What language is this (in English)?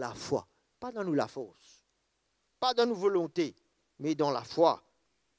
Morisyen